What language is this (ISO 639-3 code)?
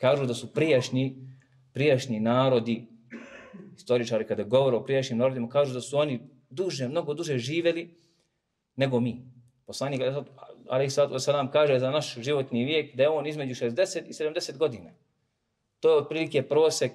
bos